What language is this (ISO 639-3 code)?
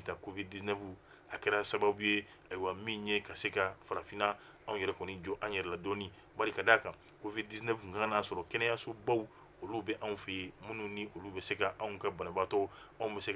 bam